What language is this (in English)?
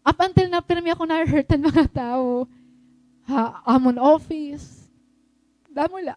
Waray